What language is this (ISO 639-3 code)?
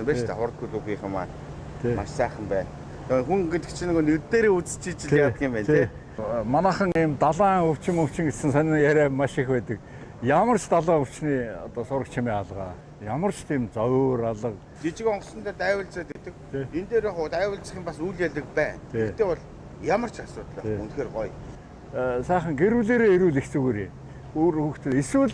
mon